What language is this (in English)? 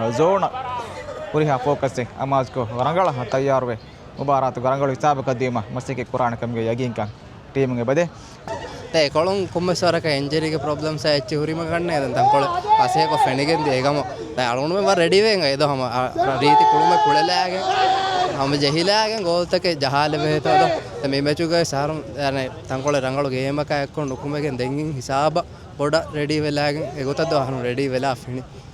Divehi